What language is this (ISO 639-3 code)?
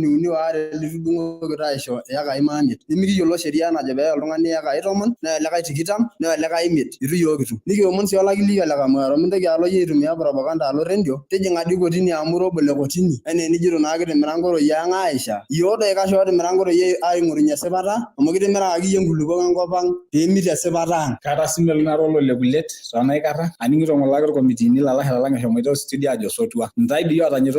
mas